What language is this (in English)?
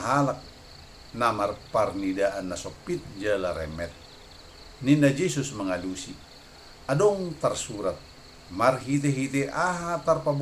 Batak Toba